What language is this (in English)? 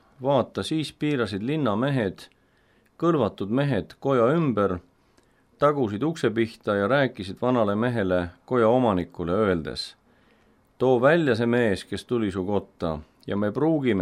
Estonian